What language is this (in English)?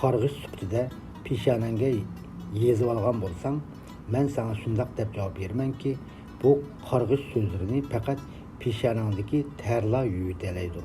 Uyghur